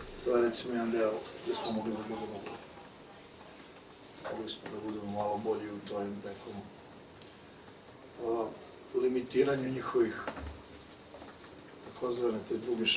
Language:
Serbian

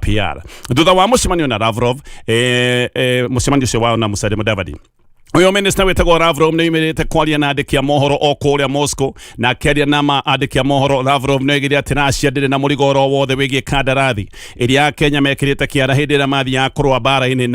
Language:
Kikuyu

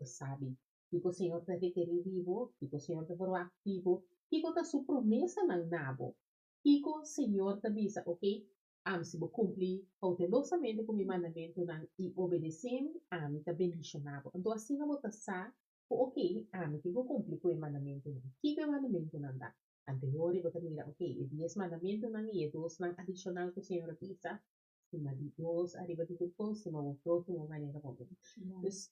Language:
Papiamento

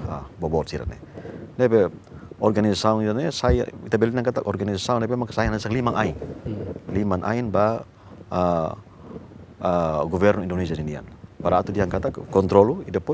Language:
Tetum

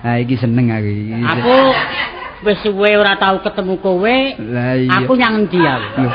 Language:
Javanese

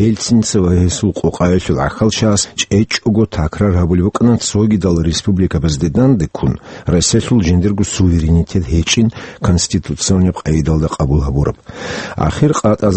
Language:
Avaric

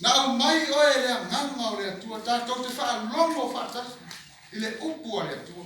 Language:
Samoan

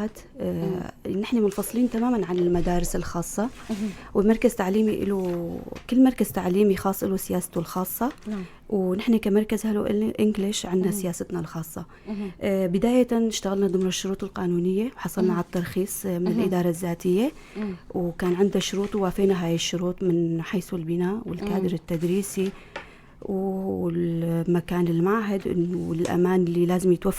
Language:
North Levantine Arabic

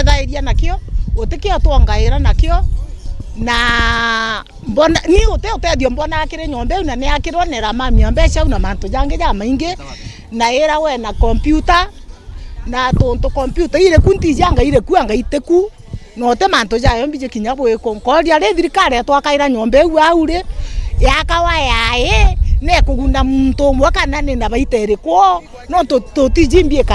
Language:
Meru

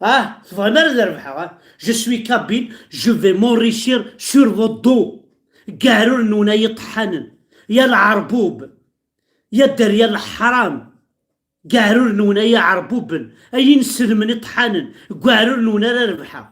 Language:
Kabyle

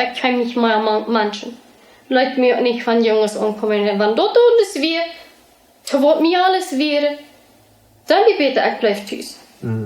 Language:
Plautdietsch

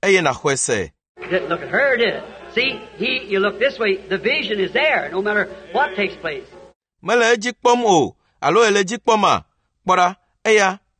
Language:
Ewe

